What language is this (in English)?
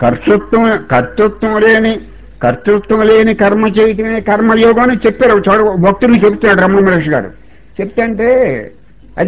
Telugu